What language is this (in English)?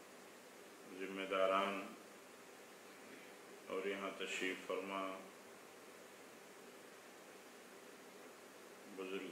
Urdu